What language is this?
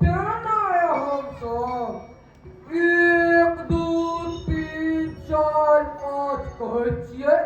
Maithili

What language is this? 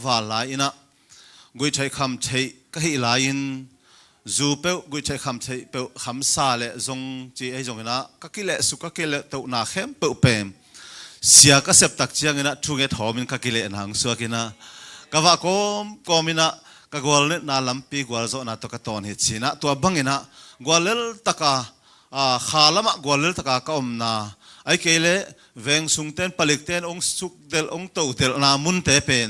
Tedim Chin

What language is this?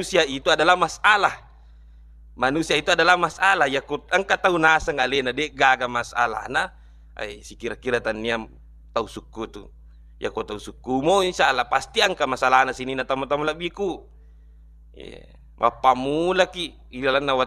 Buginese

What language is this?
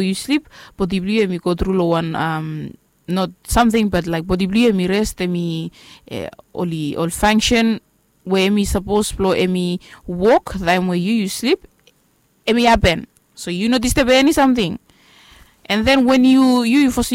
Bislama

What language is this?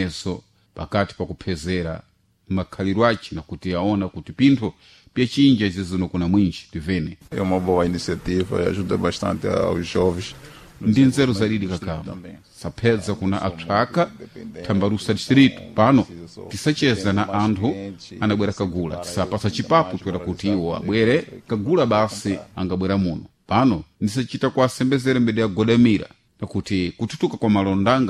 Sena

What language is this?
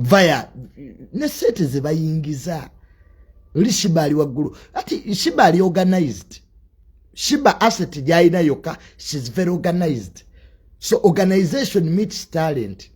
Ganda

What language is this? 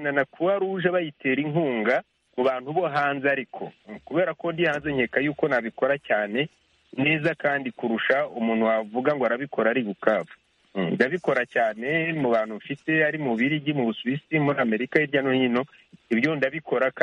Kinyarwanda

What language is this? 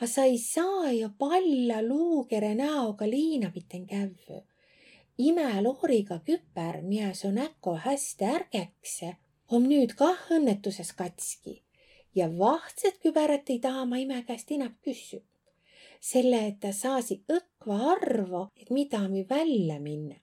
Võro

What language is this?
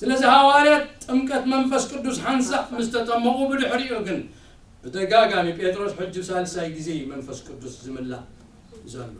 Tigrinya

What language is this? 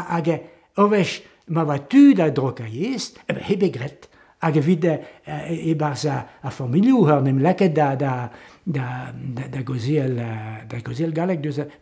Breton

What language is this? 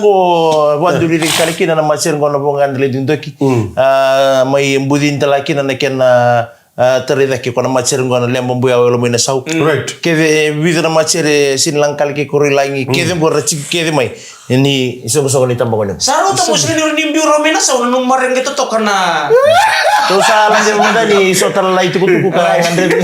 Fijian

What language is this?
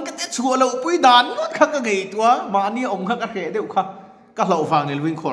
Mizo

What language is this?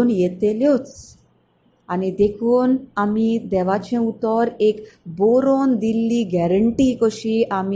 Konkani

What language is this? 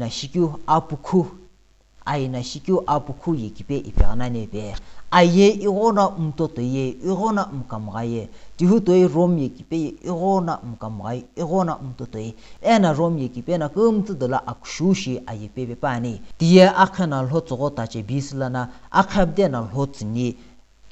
Sumi Naga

